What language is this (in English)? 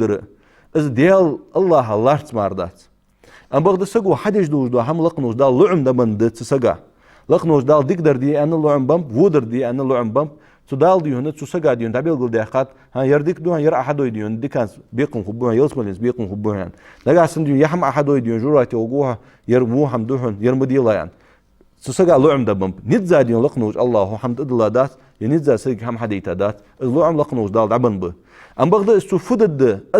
Ingush